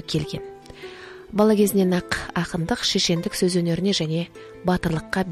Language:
Kazakh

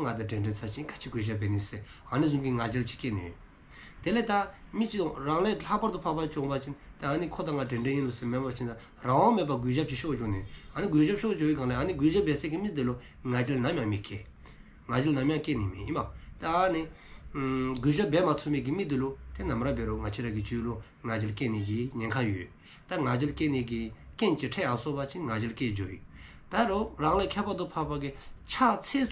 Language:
Dzongkha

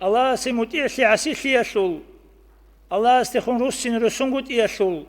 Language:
Avaric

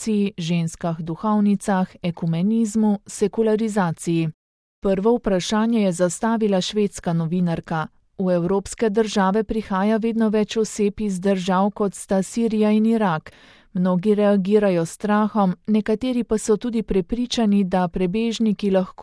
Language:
Slovenian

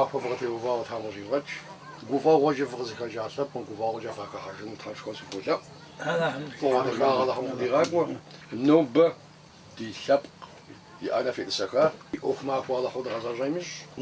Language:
Kabardian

